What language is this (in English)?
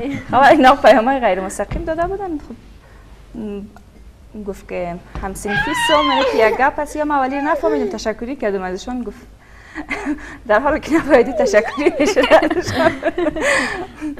Persian